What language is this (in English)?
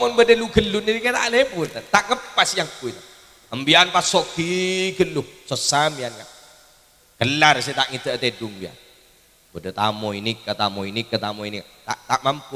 Madurese